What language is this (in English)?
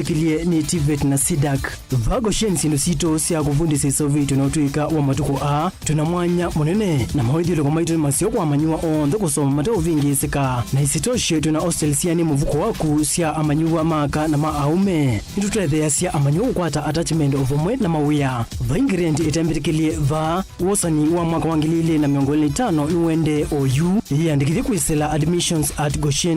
Kamba